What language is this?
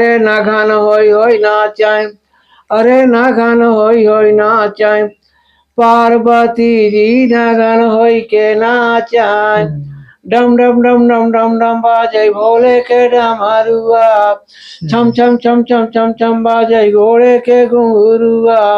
Awadhi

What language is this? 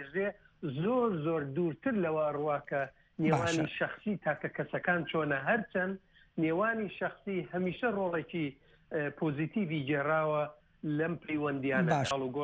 Central Kurdish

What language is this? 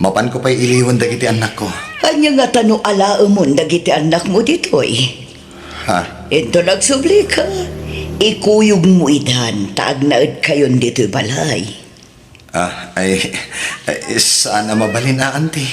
Iloko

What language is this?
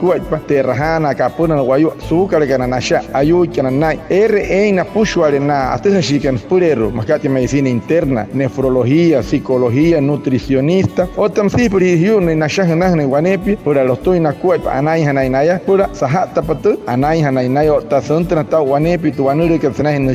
Wayuu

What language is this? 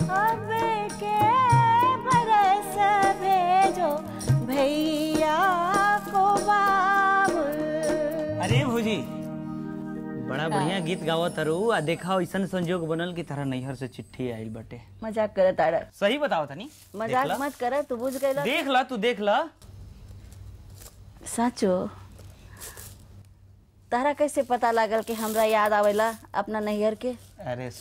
Bhojpuri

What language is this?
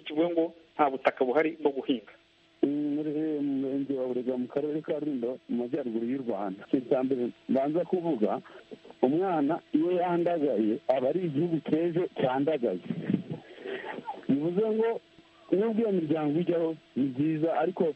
Kinyarwanda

